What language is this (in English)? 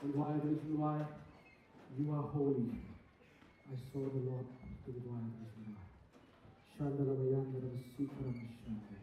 Khasi